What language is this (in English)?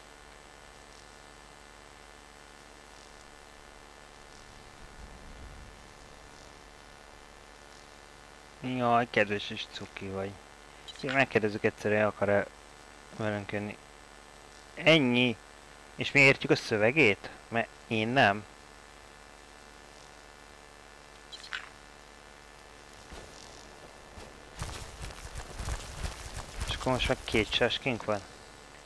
Hungarian